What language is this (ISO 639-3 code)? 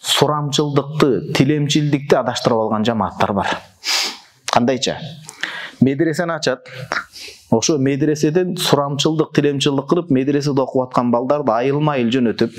kir